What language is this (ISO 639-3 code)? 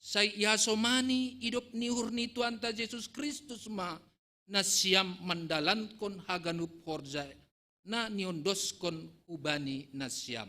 bts